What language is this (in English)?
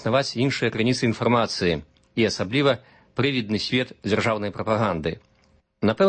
Belarusian